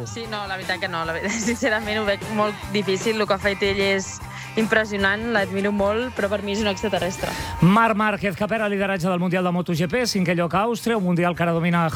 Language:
Catalan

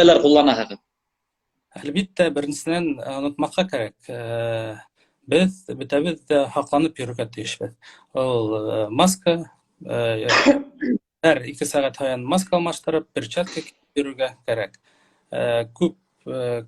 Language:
Bashkir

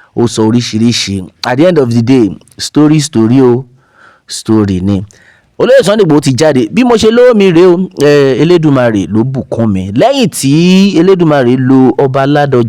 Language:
Yoruba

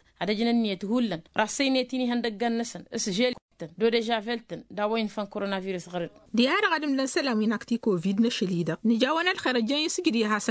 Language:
Tamasheq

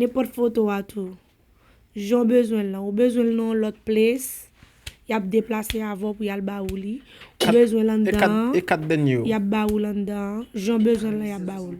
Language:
Haitian Creole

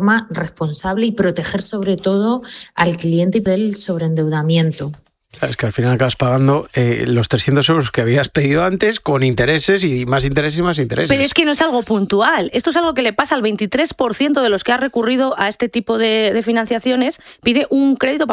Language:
Spanish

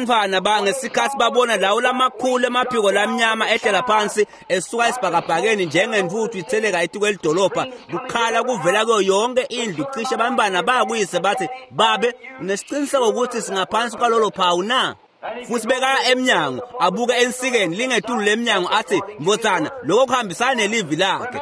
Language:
Swati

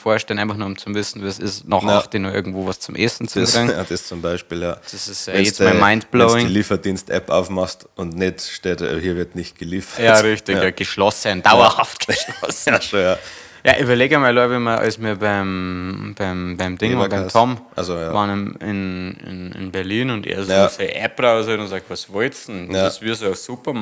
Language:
Bavarian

